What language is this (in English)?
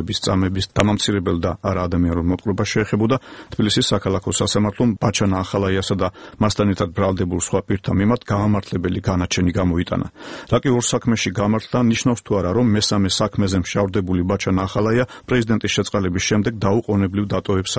Georgian